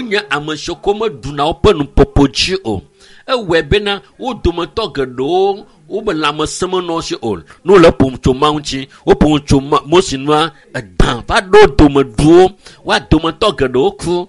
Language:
Ewe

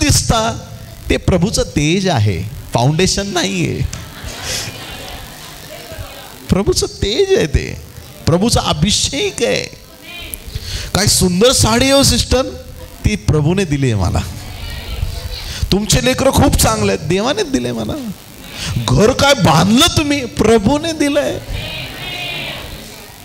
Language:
Marathi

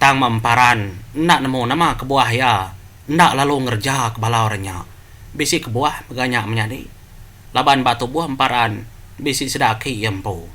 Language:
Iban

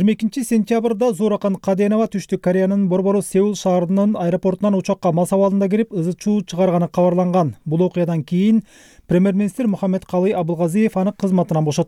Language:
Kyrgyz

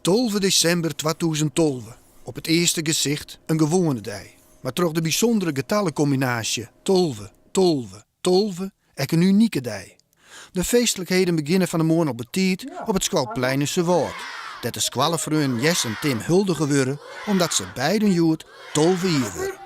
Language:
Western Frisian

